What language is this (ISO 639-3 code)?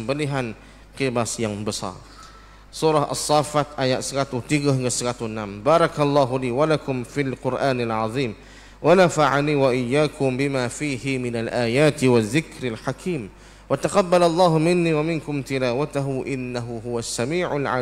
msa